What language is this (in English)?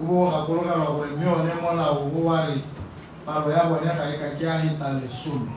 Tswana